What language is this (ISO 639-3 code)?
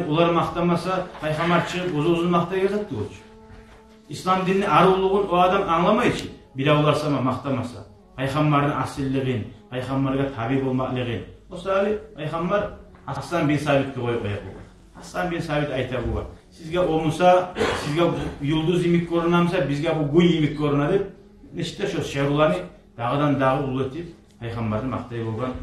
kum